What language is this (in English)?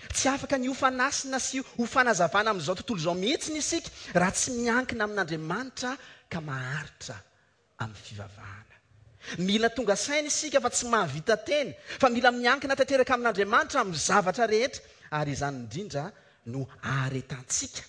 Malagasy